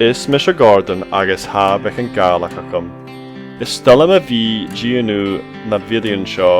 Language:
Scottish Gaelic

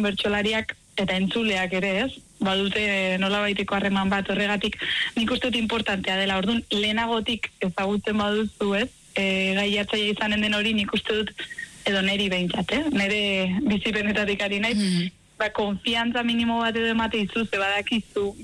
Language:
Basque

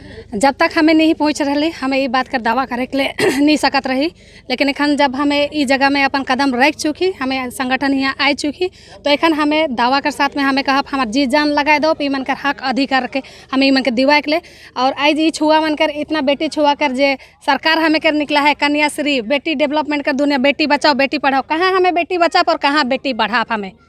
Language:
Sadri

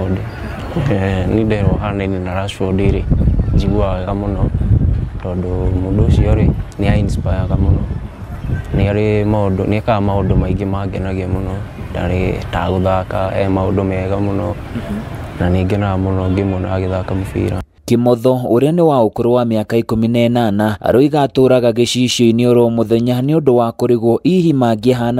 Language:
Kikuyu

